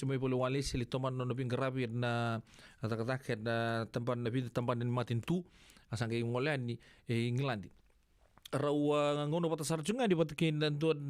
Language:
Fijian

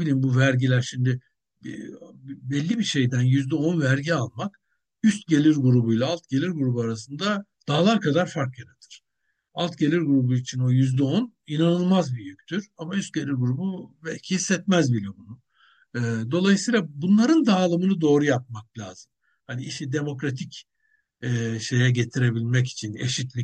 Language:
Turkish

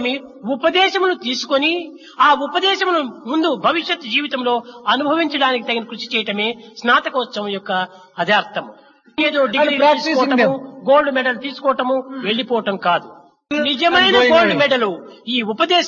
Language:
Telugu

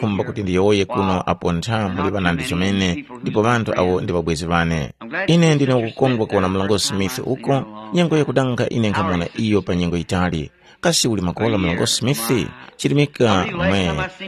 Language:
Tumbuka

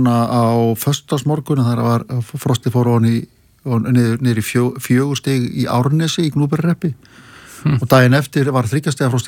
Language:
Icelandic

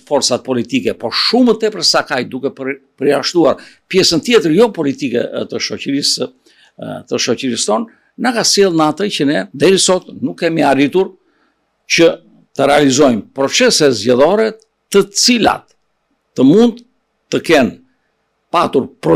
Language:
Albanian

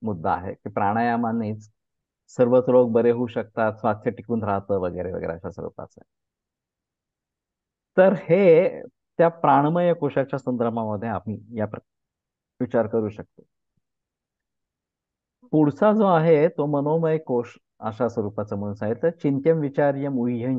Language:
Marathi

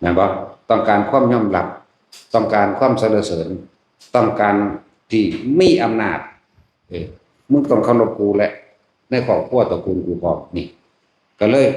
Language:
Lao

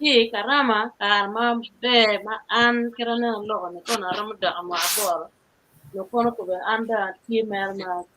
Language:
Acoli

